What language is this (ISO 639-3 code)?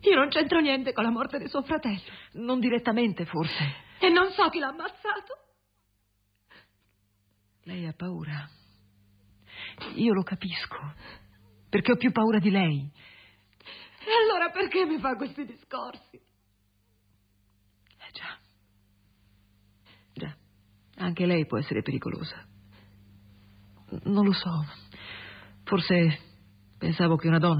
ita